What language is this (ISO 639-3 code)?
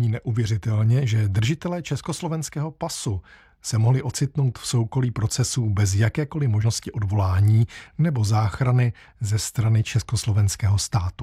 ces